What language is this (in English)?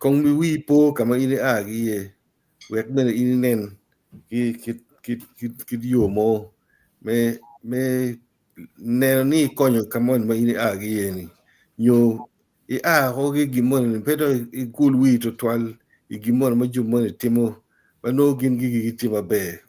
Acoli